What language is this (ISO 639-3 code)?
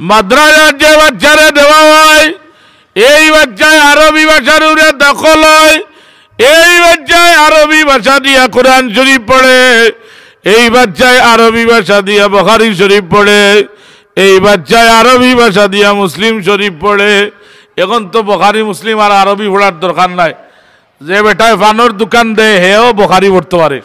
syl